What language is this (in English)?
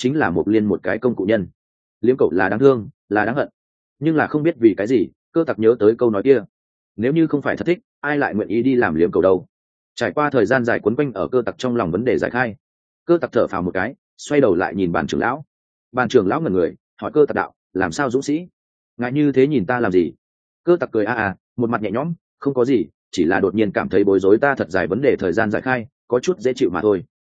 Vietnamese